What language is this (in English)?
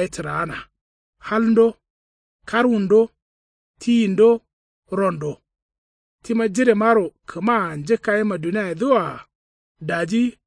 Kanuri